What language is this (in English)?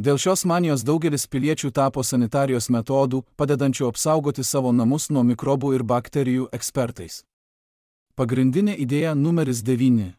Lithuanian